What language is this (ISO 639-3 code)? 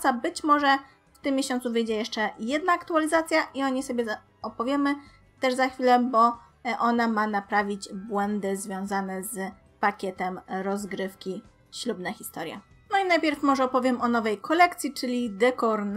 pol